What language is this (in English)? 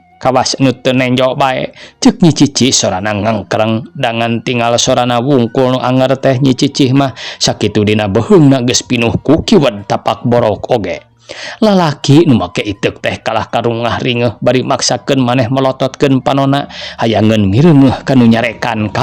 Sundanese